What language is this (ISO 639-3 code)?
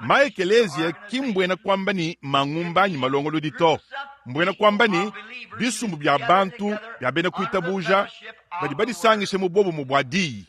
lua